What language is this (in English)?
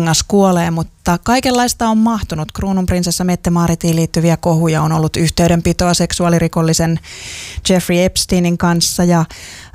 Finnish